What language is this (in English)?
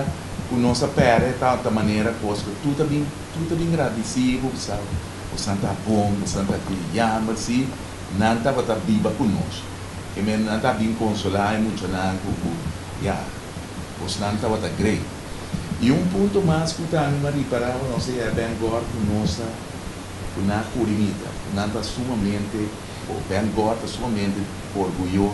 Papiamento